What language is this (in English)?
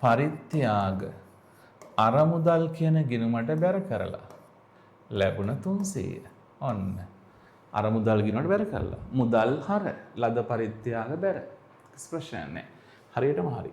Sinhala